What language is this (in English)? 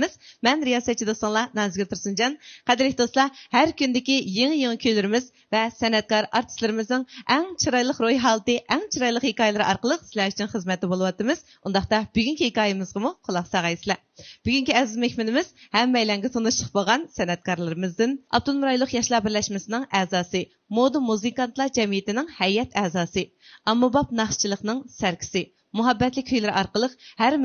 Uyghur